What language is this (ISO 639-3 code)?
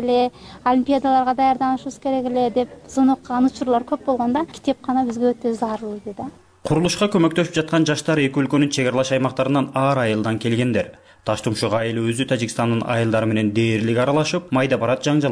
kir